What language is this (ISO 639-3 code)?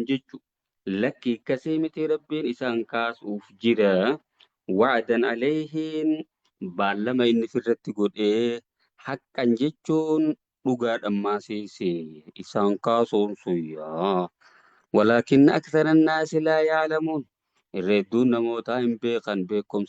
orm